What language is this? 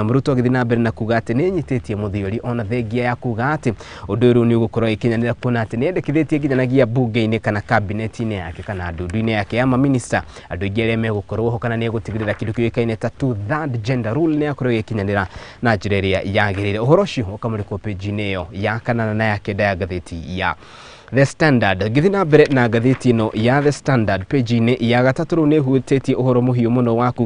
Kikuyu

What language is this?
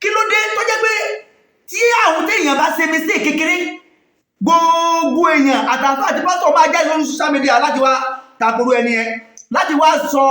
Yoruba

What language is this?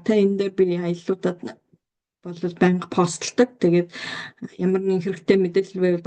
Mongolian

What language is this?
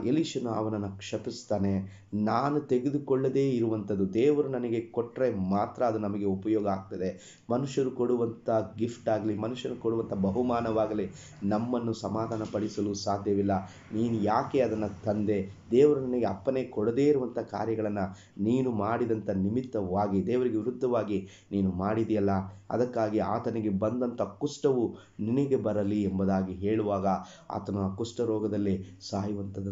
Kannada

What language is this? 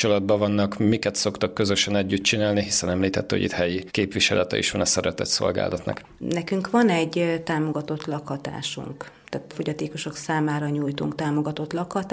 Hungarian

